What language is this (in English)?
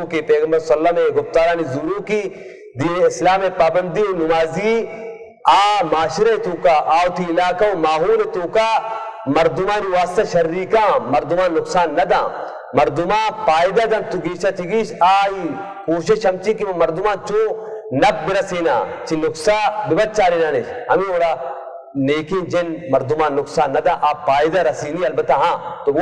Baluchi